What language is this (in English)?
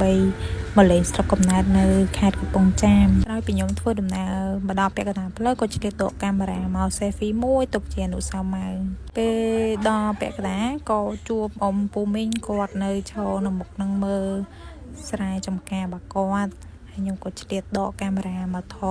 Khmer